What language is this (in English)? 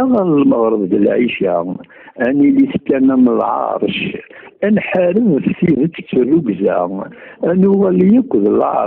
Kabyle